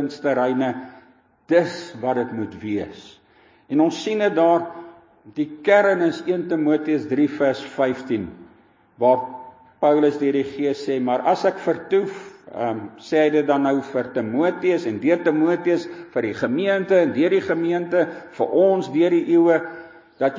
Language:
Afrikaans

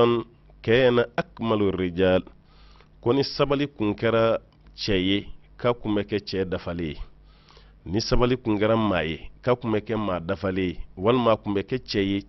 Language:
Bambara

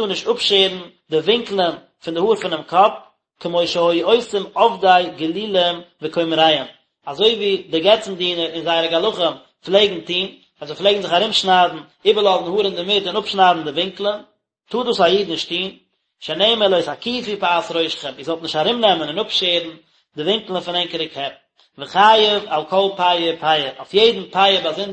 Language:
Yiddish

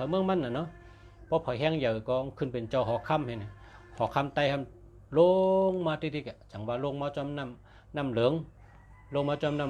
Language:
Shan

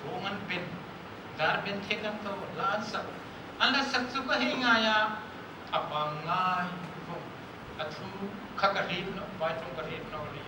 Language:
Hmar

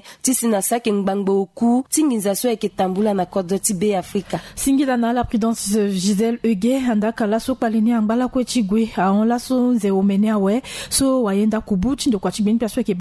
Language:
Sango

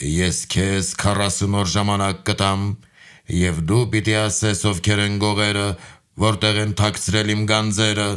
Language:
Armenian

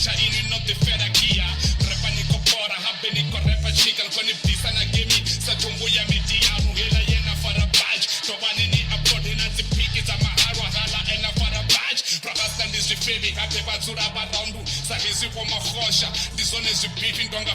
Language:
Venda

